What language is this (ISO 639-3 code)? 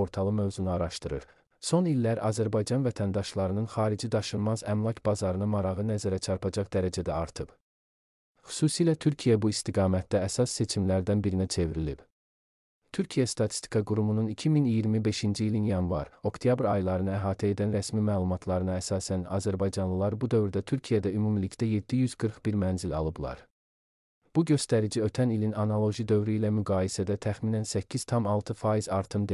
aze